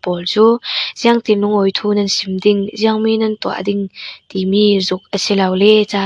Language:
Falam Chin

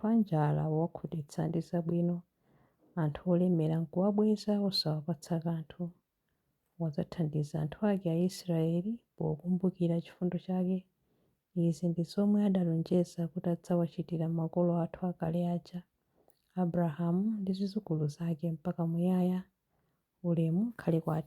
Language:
Nyanja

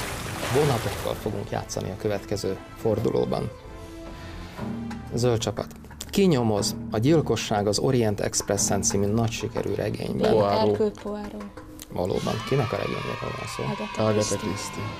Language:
Hungarian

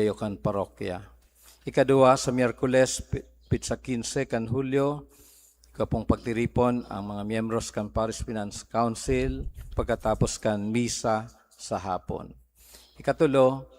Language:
Bikol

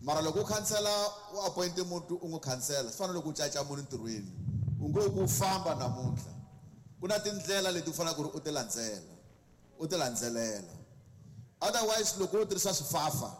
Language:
Tsonga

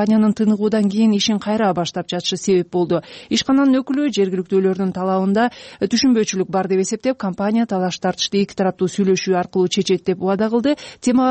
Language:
Kyrgyz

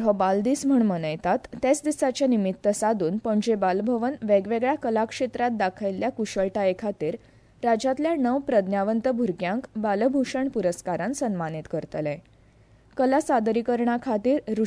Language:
Konkani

